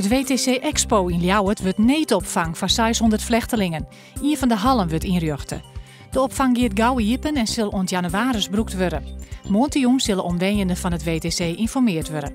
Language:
Western Frisian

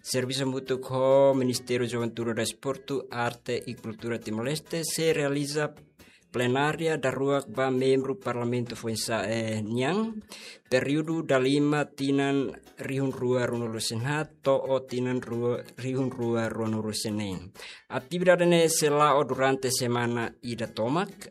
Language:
Tetum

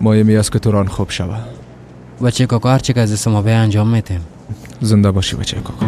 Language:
Persian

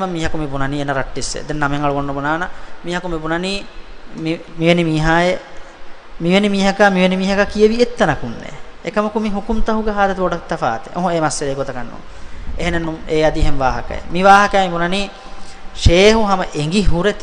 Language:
Divehi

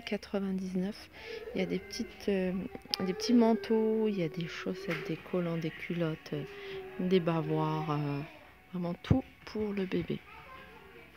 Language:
French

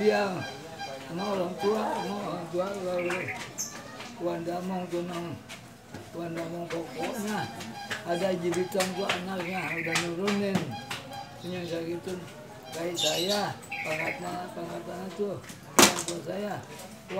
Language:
Betawi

